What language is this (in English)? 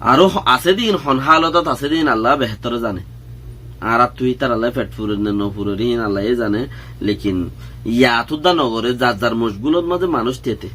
Rohingya